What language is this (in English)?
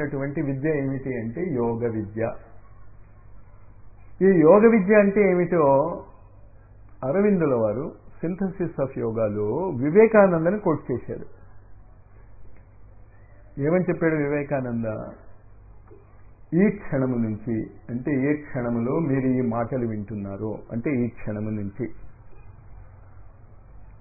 Telugu